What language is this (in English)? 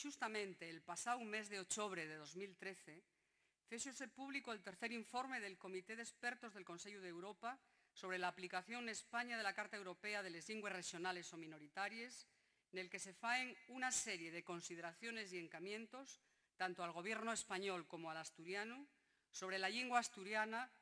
Asturian